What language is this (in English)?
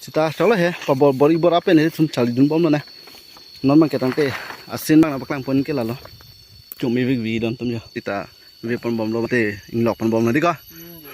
Karbi